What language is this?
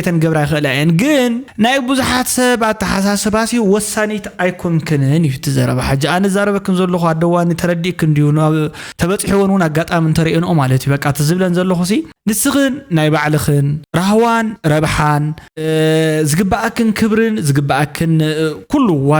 Tigrinya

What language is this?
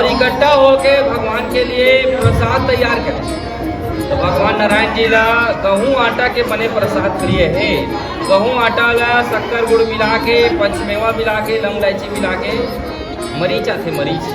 Chhattisgarhi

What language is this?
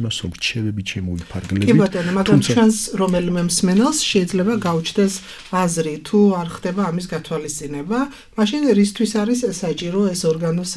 Georgian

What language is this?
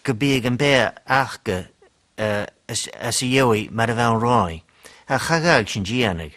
Scottish Gaelic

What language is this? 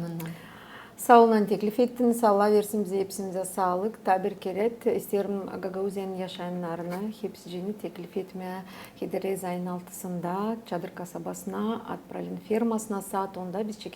Gagauz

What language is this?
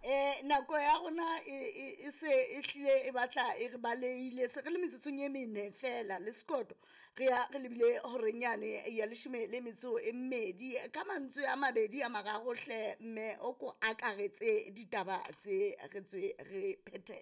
Southern Sotho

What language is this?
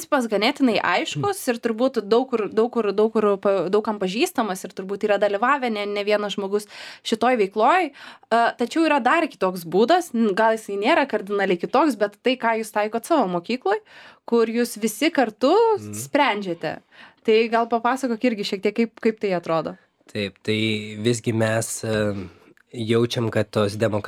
Lithuanian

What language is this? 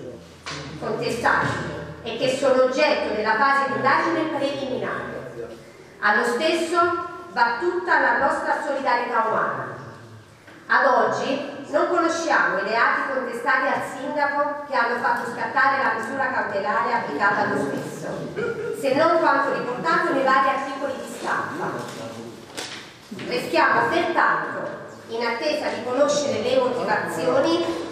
Italian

